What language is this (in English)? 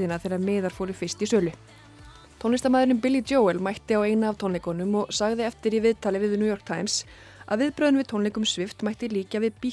Icelandic